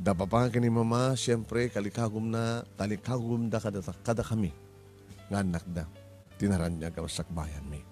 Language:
Iloko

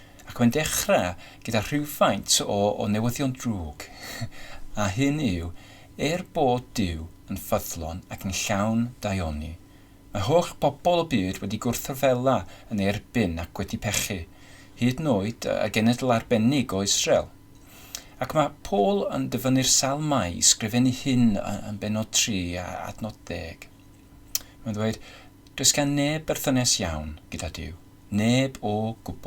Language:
Welsh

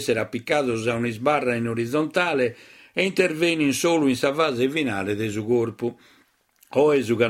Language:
Sardinian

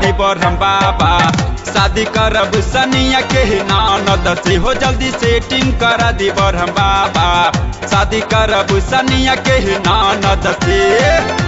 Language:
Bhojpuri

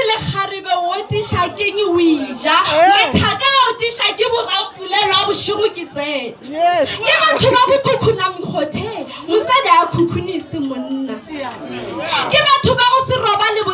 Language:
Northern Sotho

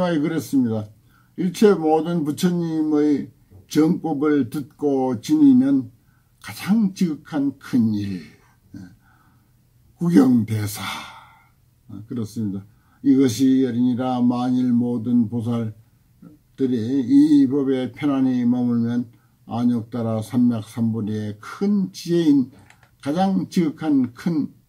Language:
Korean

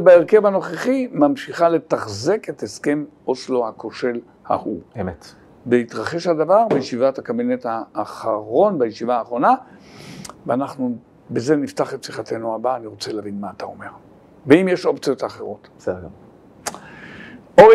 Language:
Hebrew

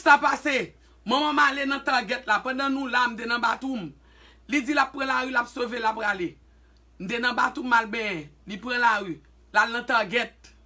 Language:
Haitian Creole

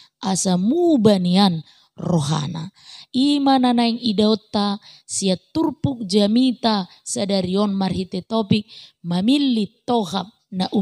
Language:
Batak Toba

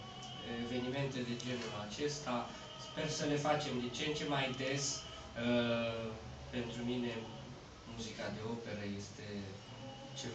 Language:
Romanian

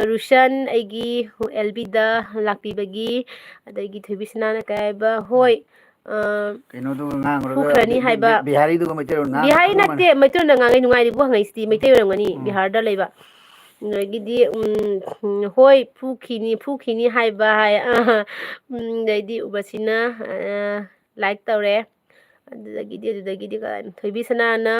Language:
Manipuri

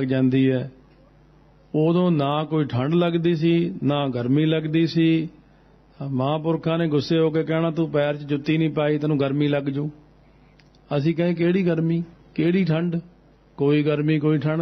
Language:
Punjabi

